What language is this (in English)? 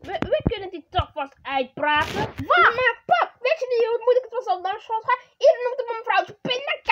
Dutch